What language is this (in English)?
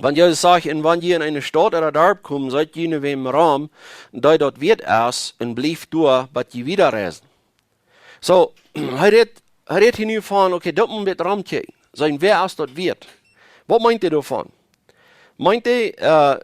Plautdietsch